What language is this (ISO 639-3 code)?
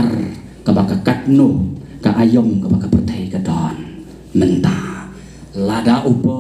kha